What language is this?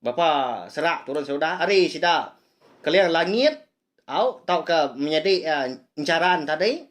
Iban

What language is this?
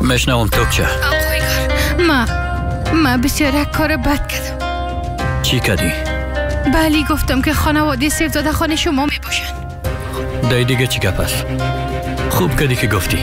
Persian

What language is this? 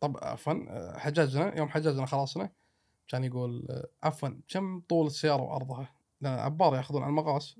Gulf Arabic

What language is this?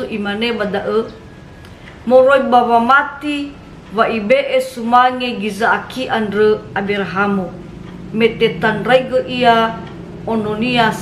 Nias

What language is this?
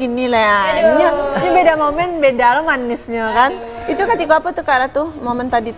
Minangkabau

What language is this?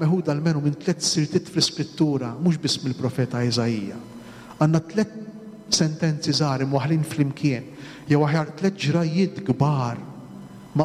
Maltese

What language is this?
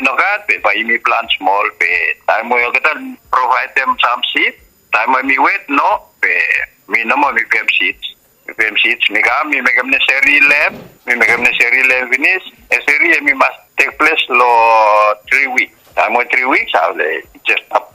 Bislama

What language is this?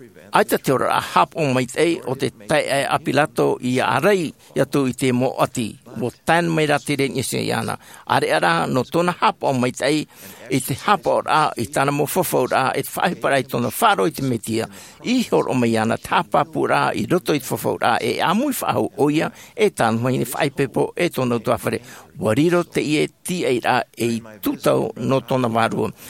Tahitian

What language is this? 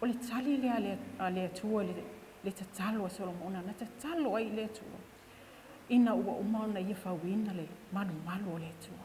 Samoan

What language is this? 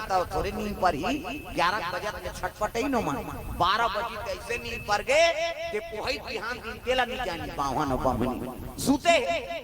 Chhattisgarhi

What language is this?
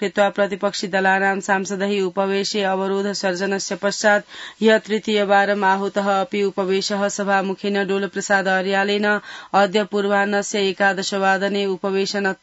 Sanskrit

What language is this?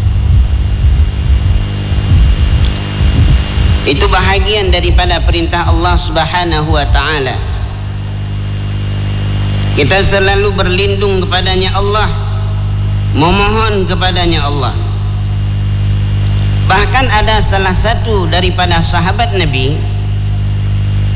Malay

